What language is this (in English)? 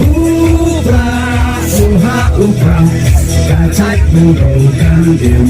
Khasi